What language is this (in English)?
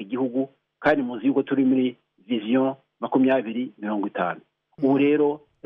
Kinyarwanda